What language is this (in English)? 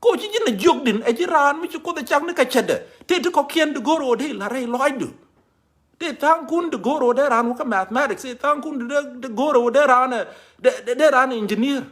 Nuer